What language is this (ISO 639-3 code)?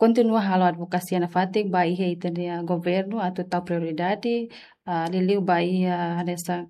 tet